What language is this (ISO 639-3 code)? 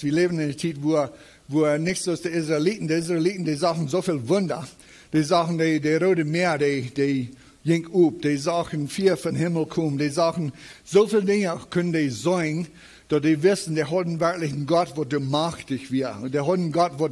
pdt